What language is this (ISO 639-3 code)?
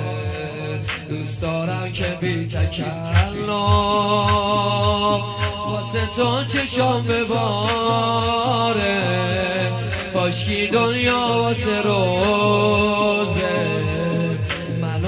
fas